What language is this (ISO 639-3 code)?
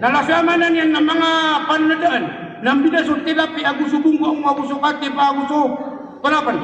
mrw